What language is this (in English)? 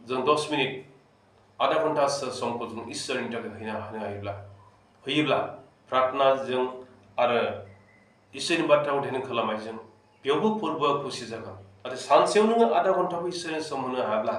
Bodo